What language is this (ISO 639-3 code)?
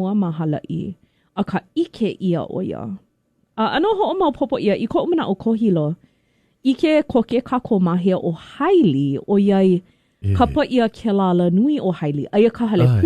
haw